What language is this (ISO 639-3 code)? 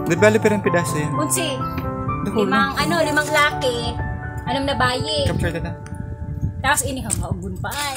bik